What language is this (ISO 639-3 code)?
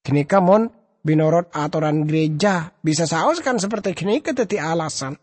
mad